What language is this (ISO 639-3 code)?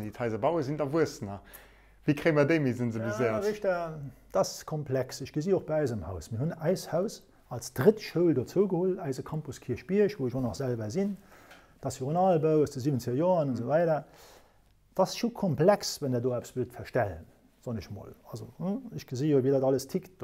ltz